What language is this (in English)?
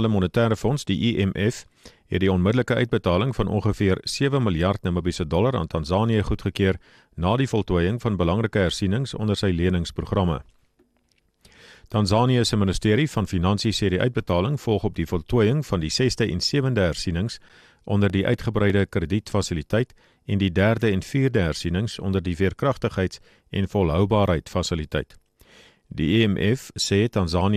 Afrikaans